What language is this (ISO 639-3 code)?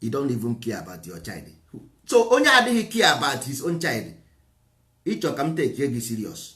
ibo